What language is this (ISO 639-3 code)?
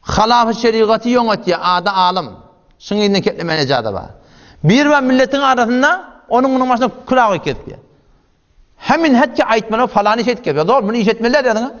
tuk